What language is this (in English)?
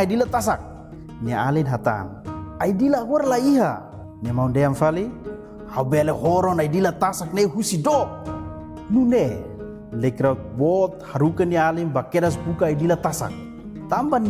Tetum